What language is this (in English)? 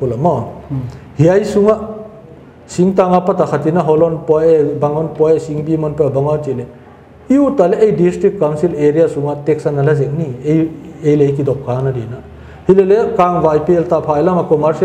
Paite Chin